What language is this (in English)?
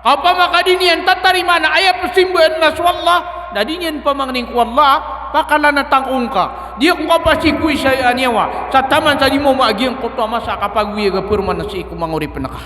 Maranao